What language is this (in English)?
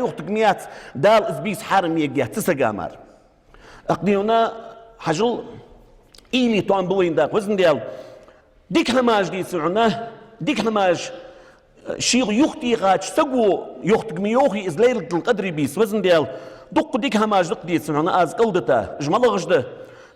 Ingush